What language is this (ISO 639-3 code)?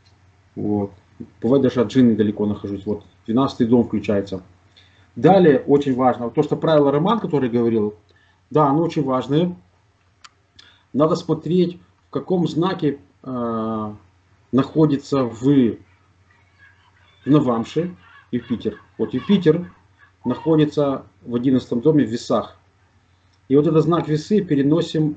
rus